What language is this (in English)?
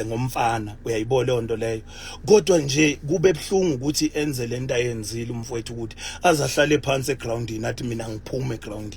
Zulu